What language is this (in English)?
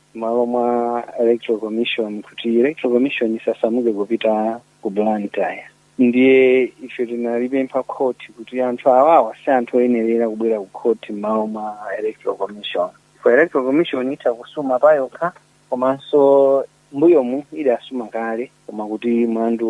Nyanja